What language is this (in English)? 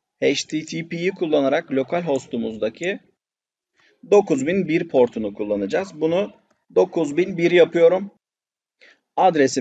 Turkish